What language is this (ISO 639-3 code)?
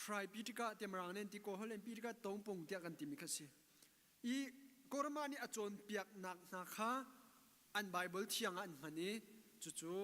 cnh